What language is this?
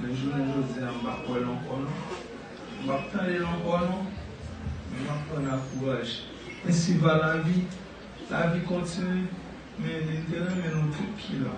Haitian Creole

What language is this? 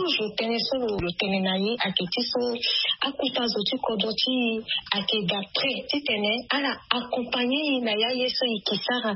Sango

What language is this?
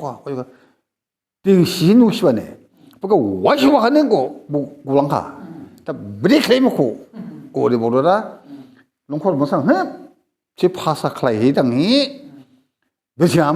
Dimasa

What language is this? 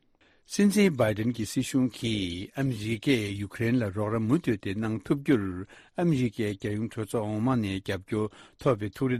Tibetan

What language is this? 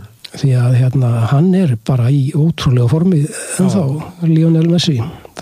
Icelandic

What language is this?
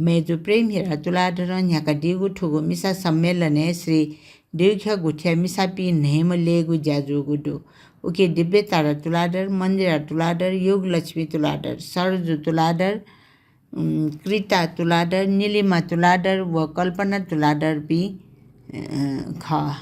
Newari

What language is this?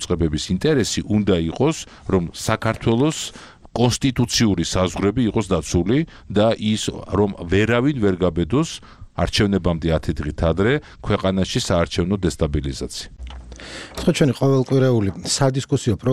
Georgian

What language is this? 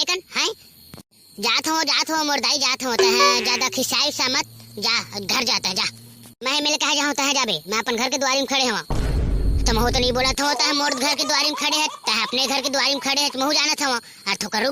Chhattisgarhi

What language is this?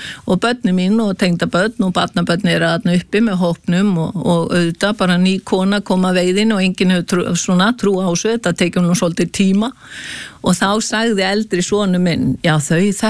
Icelandic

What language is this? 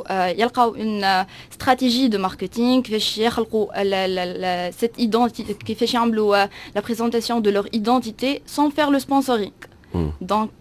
Tunisian Arabic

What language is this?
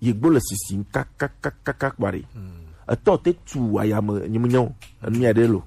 Gen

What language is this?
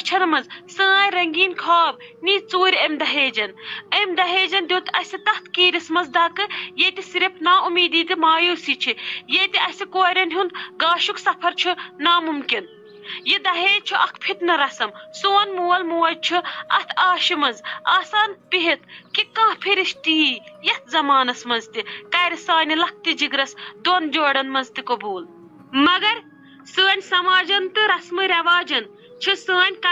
Kashmiri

